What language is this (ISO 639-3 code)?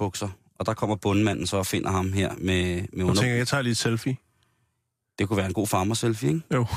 dan